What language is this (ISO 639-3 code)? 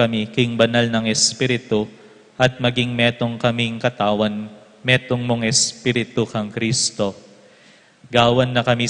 pam